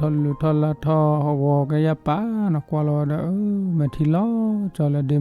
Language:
S'gaw Karen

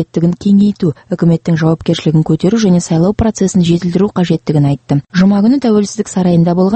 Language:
Kazakh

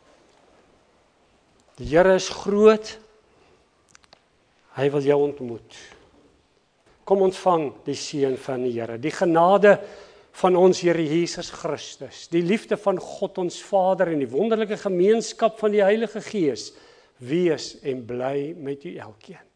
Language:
Afrikaans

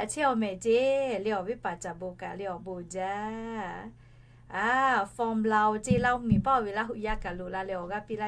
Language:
Lahu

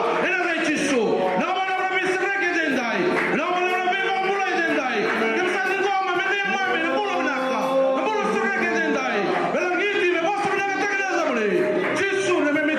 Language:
Fijian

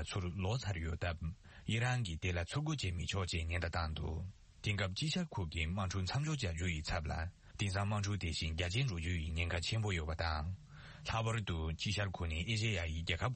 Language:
Tibetan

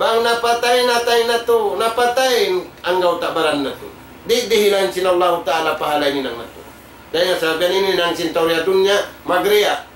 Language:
Tausug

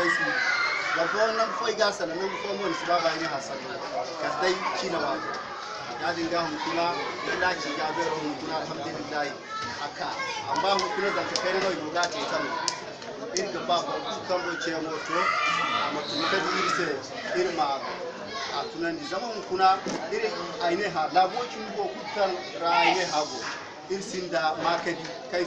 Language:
Zarma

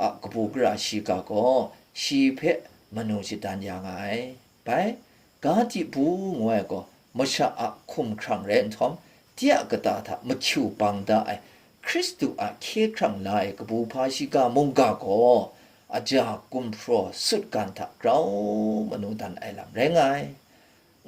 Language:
Kachin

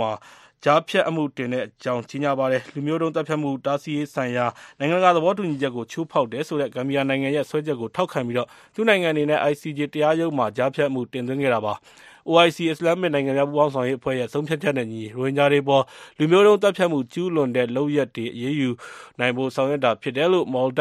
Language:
Burmese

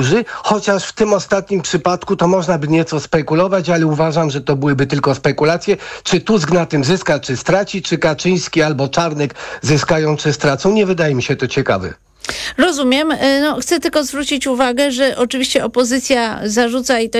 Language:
Polish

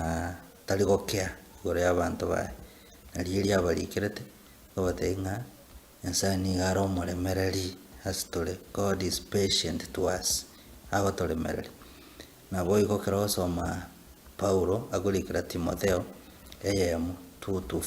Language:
Gusii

